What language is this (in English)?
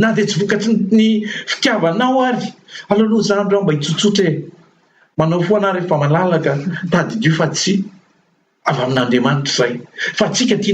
Malagasy